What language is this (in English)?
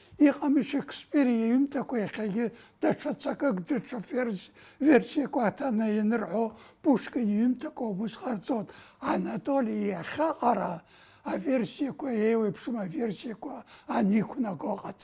Abkhazian